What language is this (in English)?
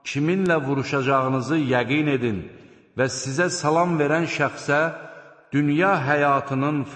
Azerbaijani